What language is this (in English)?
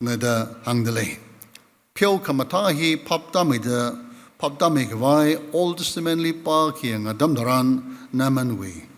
Tangkhul Naga (India)